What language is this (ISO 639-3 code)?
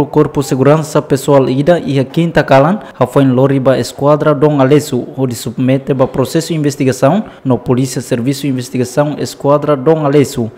tet